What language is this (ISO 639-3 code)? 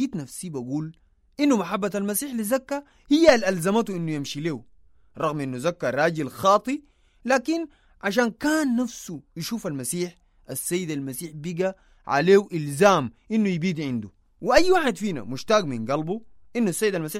apd